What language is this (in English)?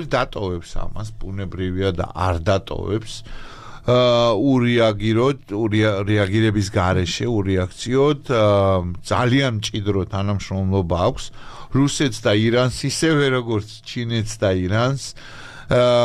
Georgian